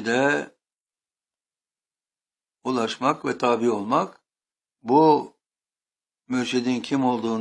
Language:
Turkish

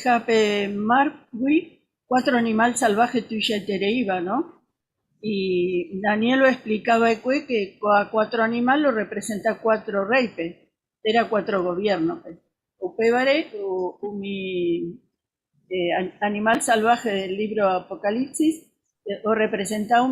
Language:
Guarani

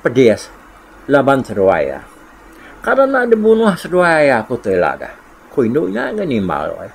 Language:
Iban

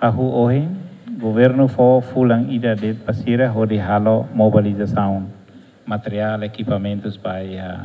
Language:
Tetum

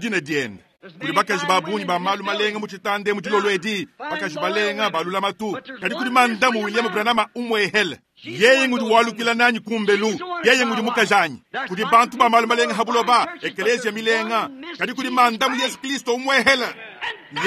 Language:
Luba-Lulua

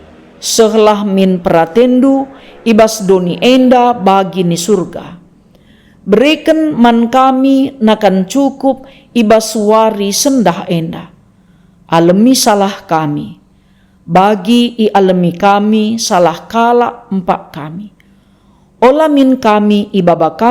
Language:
Batak Karo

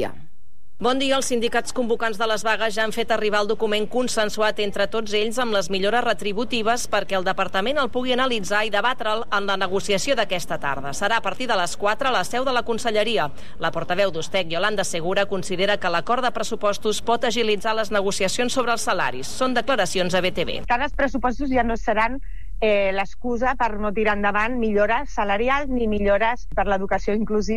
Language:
Catalan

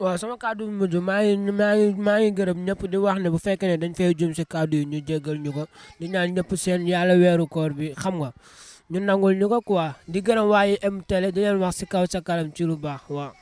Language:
Wolof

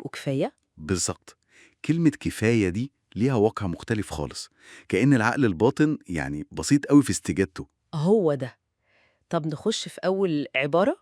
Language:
Egyptian Arabic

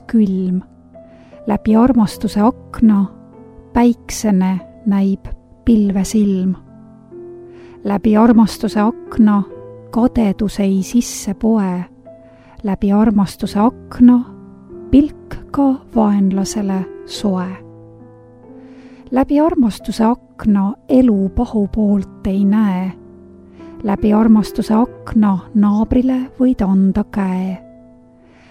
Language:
Estonian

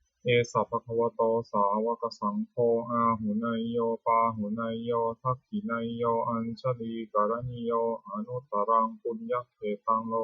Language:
Pali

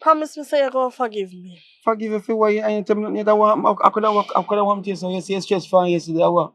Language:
Jamaican Creole English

